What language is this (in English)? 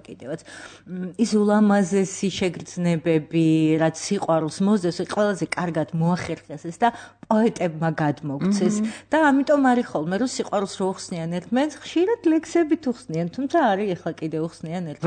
Georgian